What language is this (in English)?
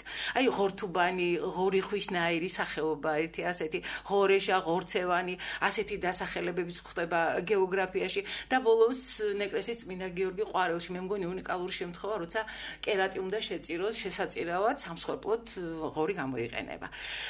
Georgian